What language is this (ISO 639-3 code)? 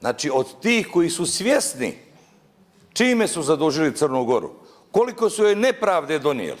bos